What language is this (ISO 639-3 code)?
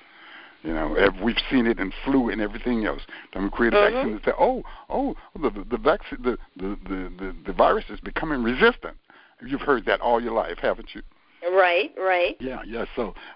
eng